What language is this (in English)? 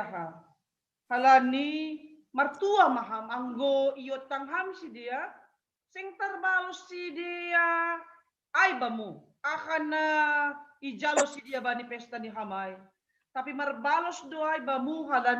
Batak Simalungun